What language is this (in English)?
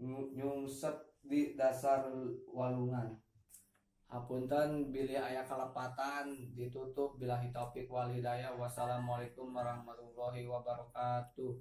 Sundanese